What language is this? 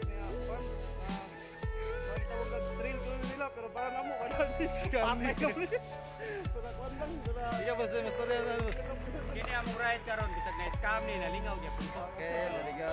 Cebuano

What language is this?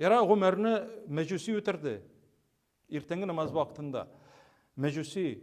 Tatar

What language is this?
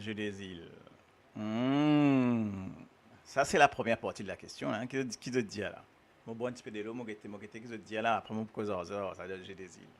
Morisyen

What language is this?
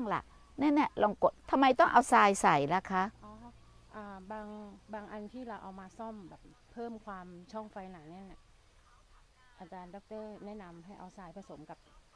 Thai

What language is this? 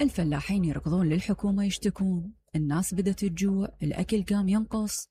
Mesopotamian Arabic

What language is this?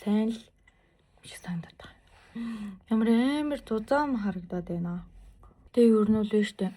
Mongolian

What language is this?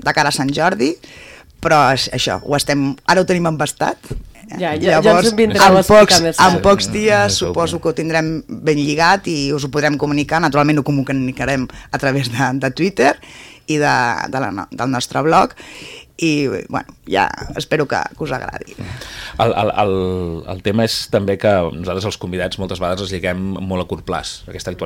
Catalan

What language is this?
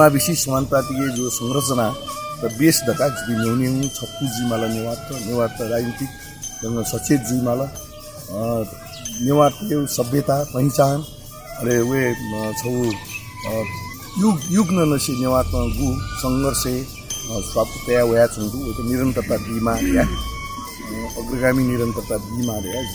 Newari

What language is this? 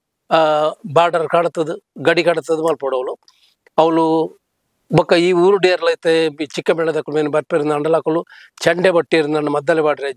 Tulu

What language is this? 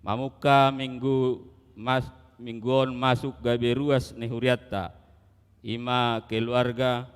Batak Toba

